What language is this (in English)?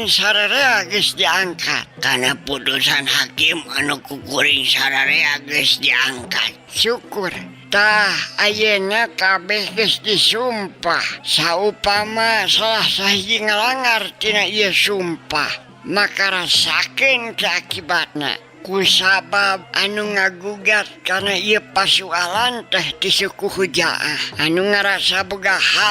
Sundanese